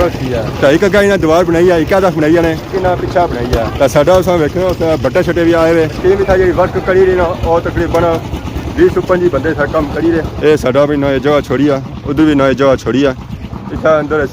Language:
Pahari-Potwari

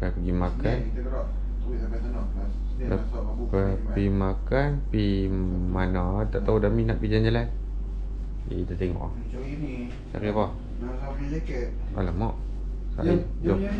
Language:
Malay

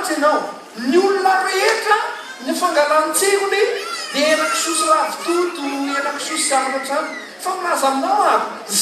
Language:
Malagasy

